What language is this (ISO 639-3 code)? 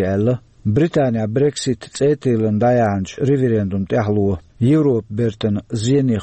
che